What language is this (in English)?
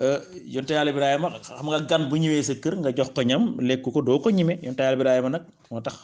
Wolof